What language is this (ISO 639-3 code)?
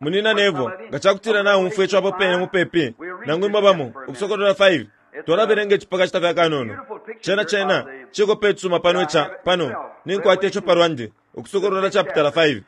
bem